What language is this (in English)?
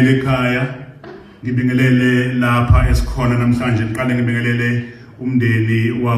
Zulu